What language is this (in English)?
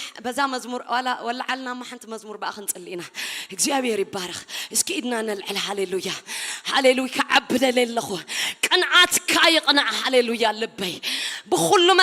Tigrinya